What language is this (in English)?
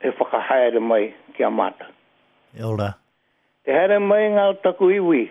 Māori